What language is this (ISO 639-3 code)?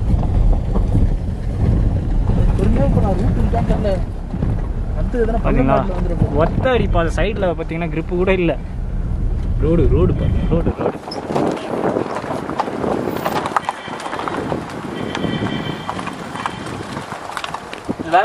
tam